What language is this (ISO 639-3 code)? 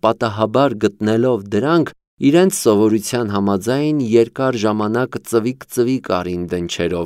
hye